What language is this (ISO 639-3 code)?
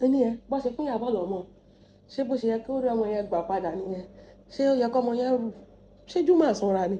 yor